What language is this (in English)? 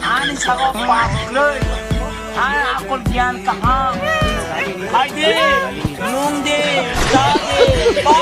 Kok Borok